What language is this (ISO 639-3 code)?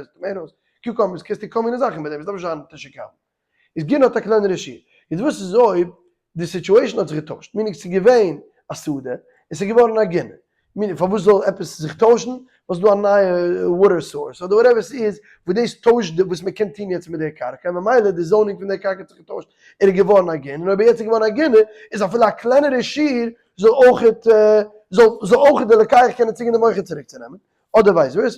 yid